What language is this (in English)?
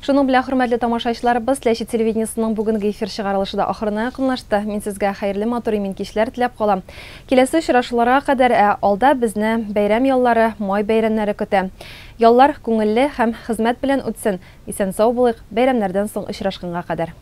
Tatar